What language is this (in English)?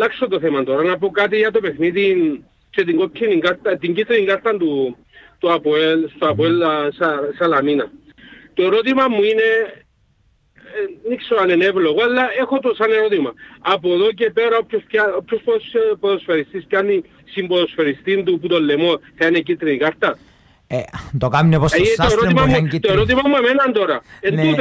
Greek